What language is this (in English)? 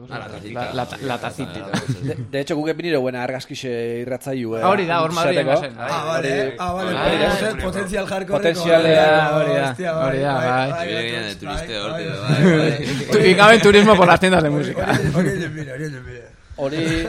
Basque